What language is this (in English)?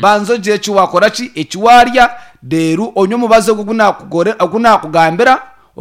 Nyankole